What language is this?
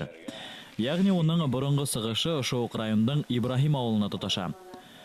Bashkir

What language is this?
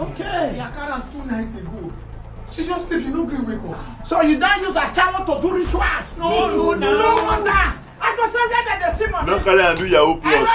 Nigerian Pidgin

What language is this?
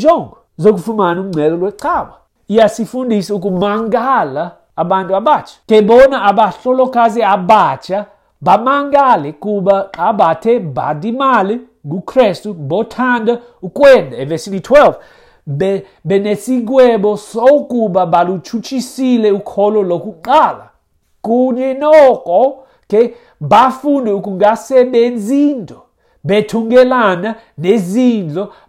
Xhosa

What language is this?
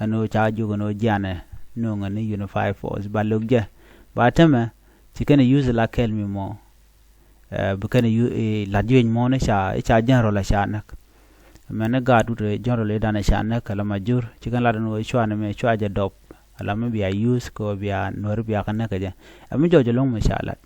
Nuer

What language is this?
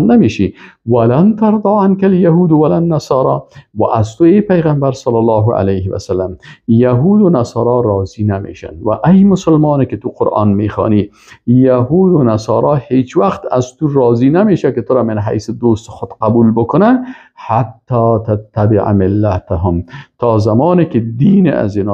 Persian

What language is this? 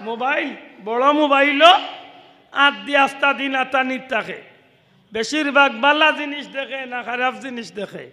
Sylheti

